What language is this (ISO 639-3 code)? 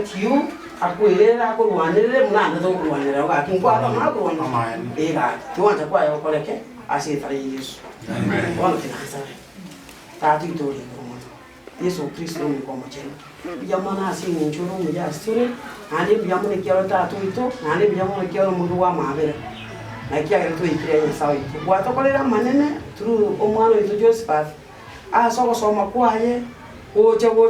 guz